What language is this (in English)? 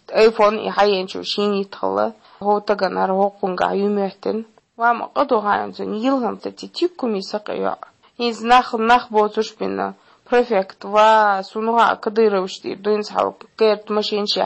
Chechen